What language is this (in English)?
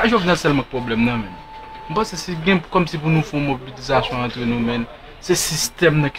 Haitian Creole